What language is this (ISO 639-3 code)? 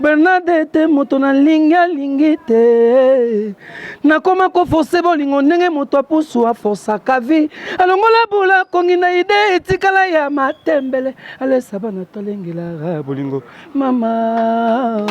lin